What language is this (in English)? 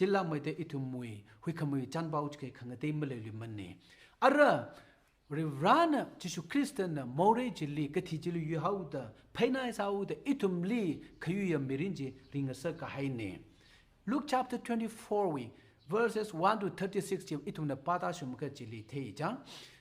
Tangkhul Naga (India)